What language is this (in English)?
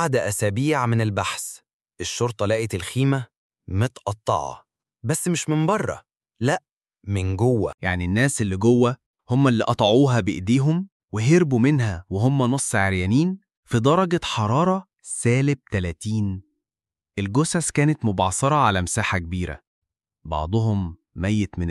Egyptian Arabic